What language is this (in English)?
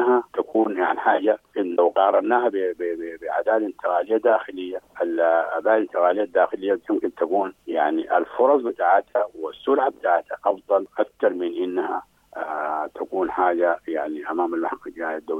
Sudanese Arabic